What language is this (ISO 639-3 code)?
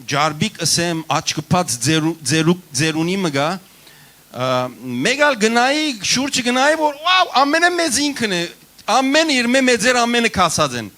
hyw